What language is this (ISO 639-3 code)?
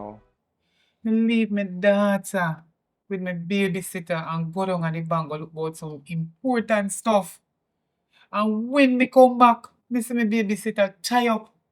jam